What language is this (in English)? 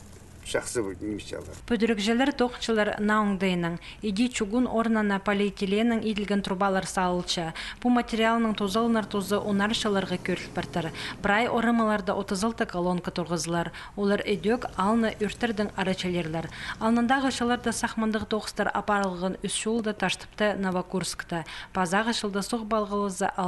Khakas